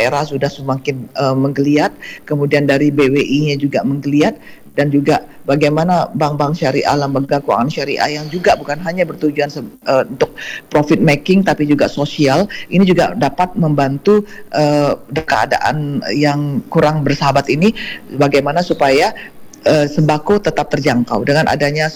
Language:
Indonesian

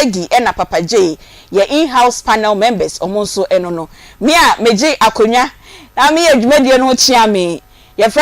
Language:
Akan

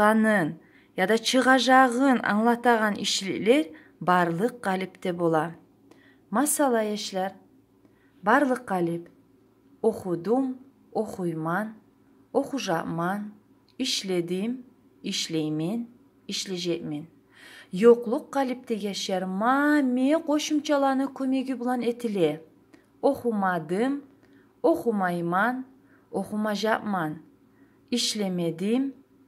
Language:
Kumyk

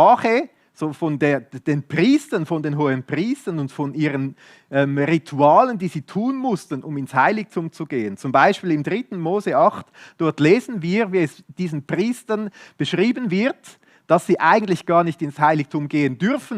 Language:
Swiss German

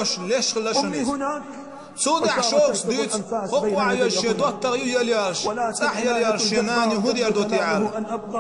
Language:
Chechen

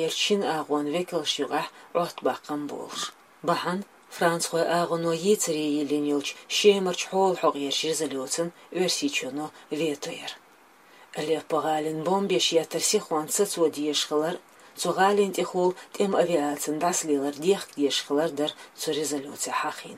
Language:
Chechen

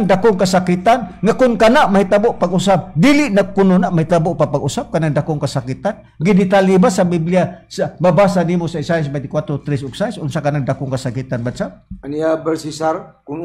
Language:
Cebuano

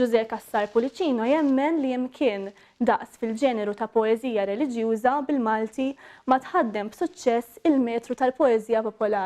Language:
Maltese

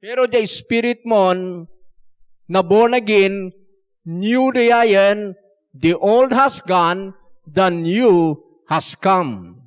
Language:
Iloko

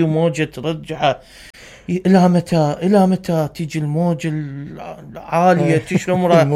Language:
Mesopotamian Arabic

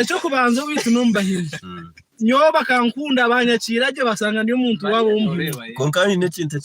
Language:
Nyankole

